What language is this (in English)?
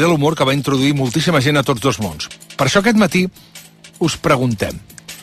Catalan